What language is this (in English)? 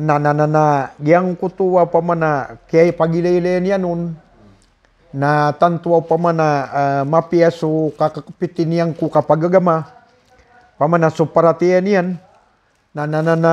Maranao